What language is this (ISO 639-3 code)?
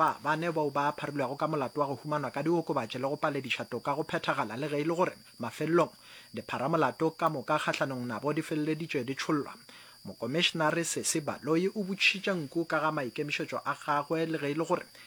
nso